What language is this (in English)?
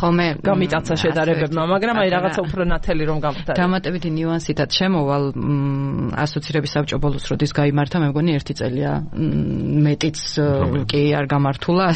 Georgian